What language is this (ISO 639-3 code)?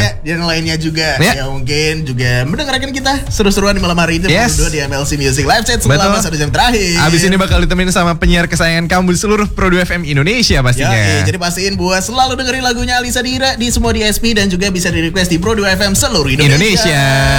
ind